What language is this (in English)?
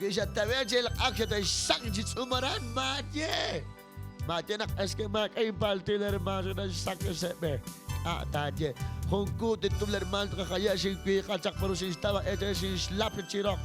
Kekchí